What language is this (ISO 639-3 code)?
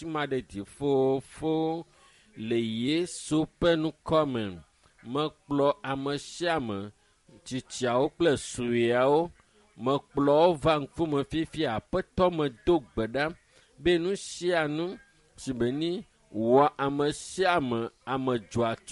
ewe